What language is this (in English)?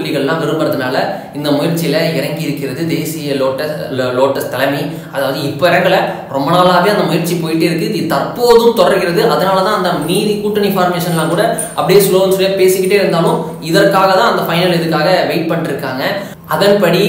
Tamil